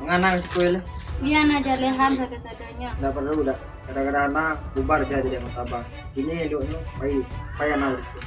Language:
Minangkabau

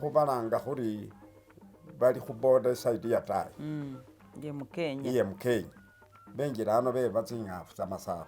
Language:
Masaaba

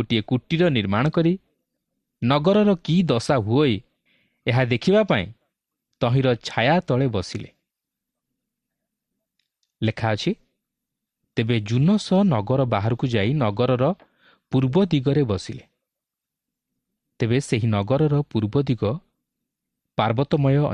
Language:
Odia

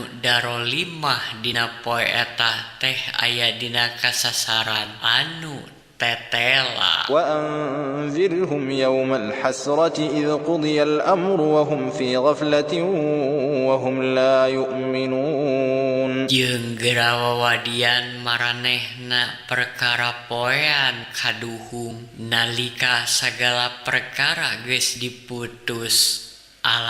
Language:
Sundanese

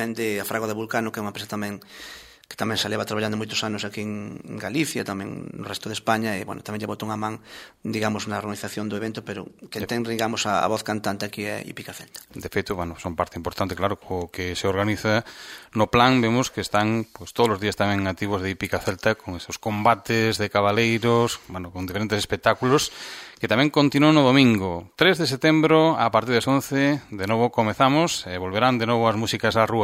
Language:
Galician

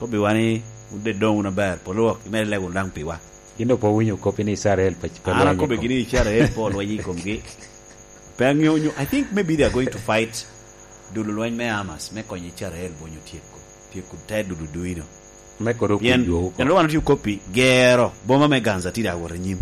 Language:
Lango (Uganda)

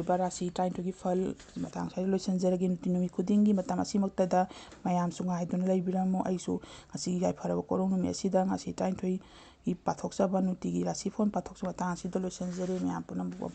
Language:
Manipuri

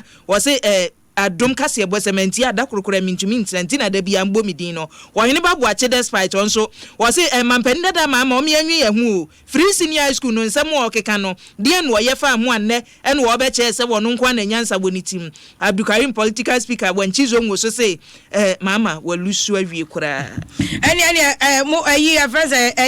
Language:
Akan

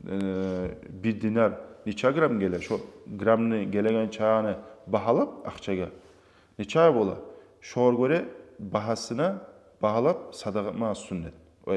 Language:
Kumyk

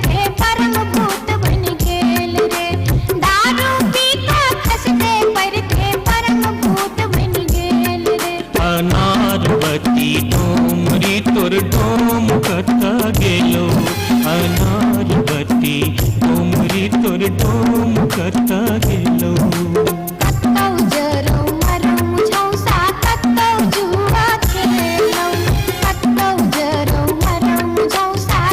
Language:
Maithili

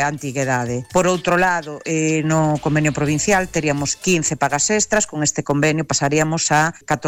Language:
Galician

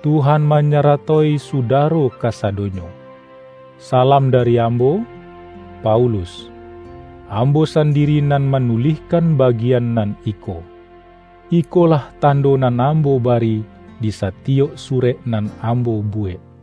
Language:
Minangkabau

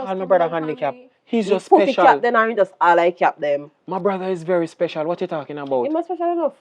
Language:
Jamaican Creole English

